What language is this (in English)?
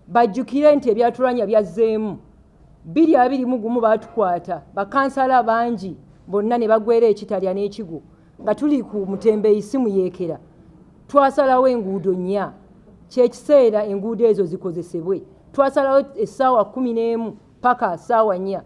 Ganda